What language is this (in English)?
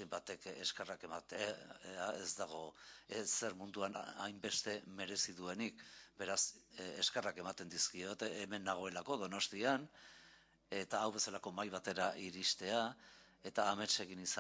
Basque